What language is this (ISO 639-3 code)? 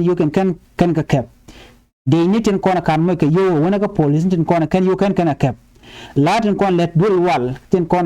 nus